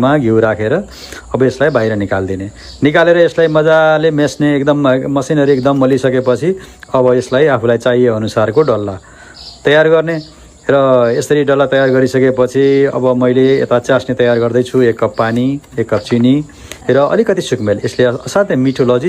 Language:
Nepali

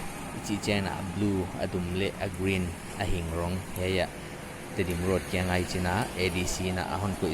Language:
Paite Chin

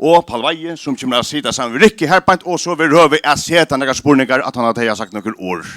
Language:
Faroese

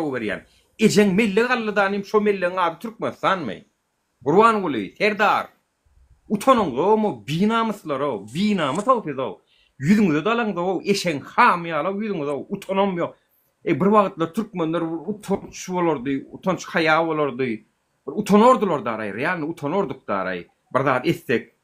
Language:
Turkmen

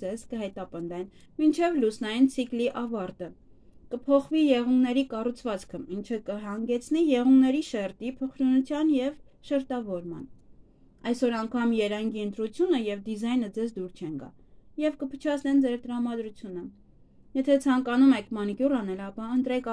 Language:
Armenian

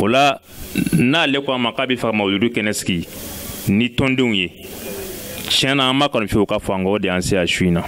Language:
Bambara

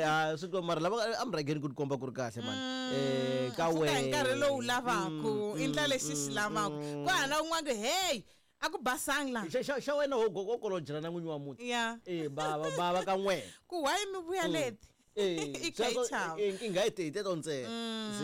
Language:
Tsonga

